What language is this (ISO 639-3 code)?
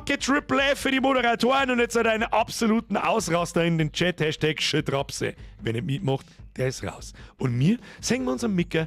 bar